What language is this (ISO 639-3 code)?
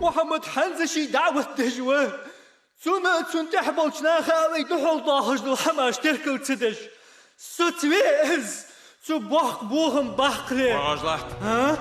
inh